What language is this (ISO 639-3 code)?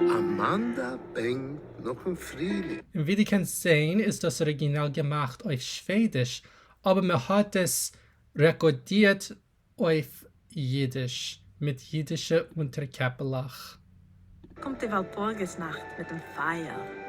yid